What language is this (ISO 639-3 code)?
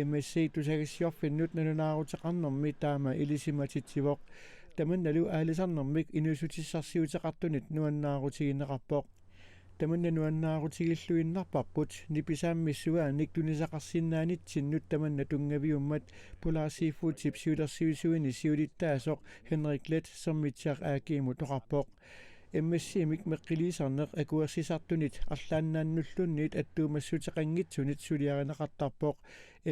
kal